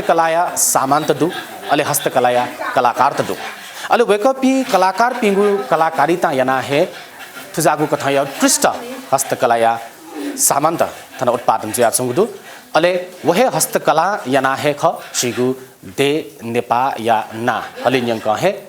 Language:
Newari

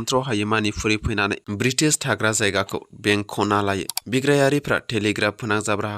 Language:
Bodo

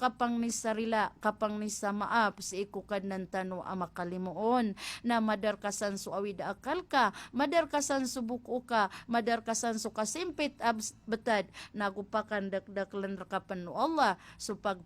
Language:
Maranao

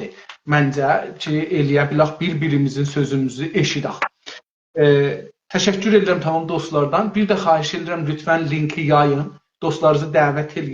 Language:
South Azerbaijani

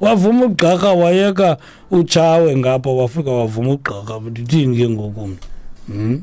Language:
Xhosa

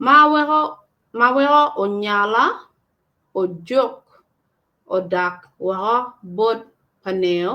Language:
Acoli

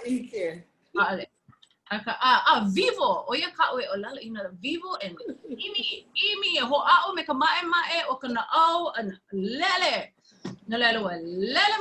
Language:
Hawaiian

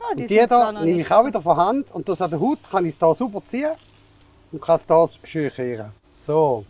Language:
Swiss German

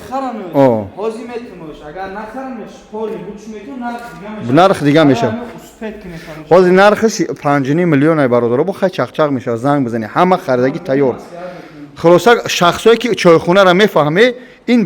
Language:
Tajik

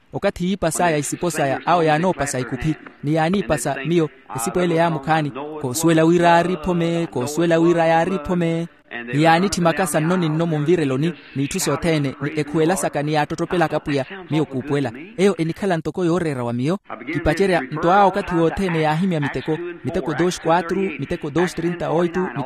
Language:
Makhuwa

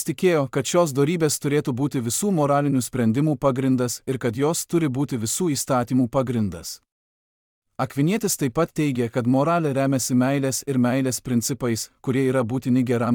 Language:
Lithuanian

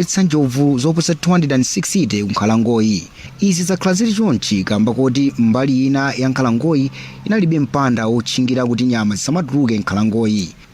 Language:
Nyanja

